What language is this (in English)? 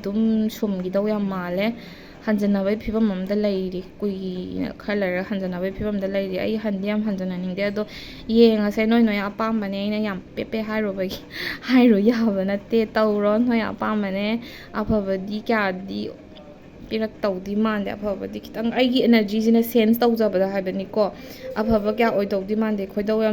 Manipuri